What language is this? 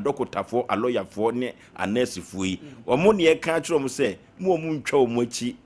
Akan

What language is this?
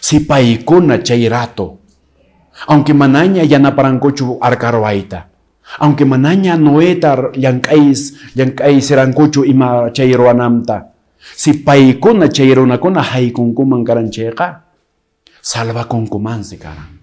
Quechua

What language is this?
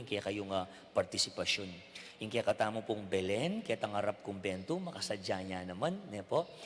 Pampanga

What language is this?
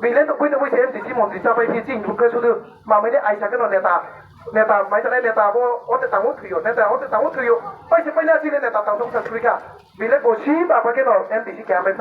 Riang (India)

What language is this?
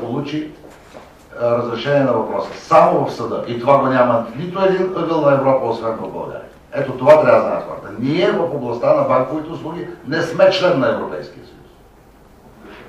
Bulgarian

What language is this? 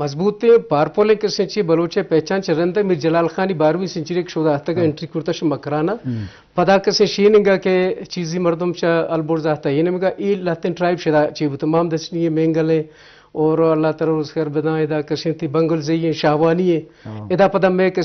Eastern Balochi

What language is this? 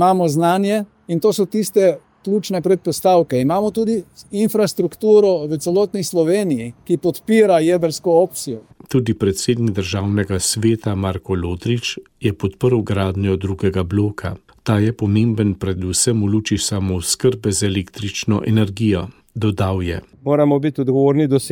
Slovenian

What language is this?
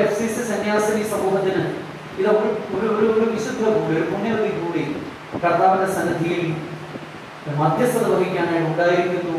Malayalam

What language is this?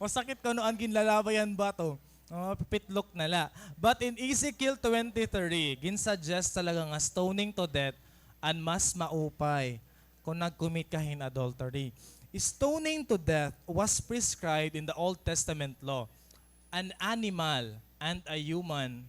Waray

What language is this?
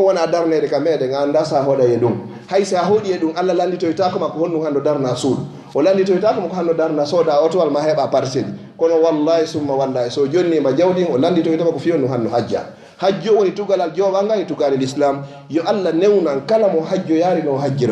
Fula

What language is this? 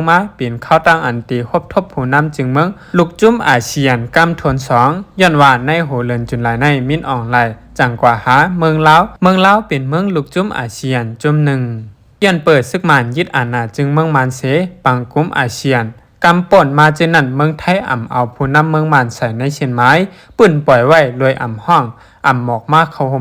Shan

